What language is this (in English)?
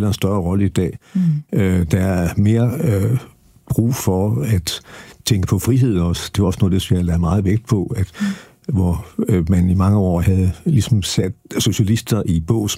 Danish